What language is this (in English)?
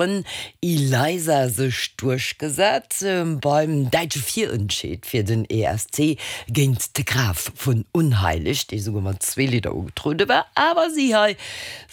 Luxembourgish